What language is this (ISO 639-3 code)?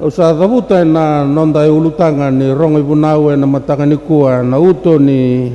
fij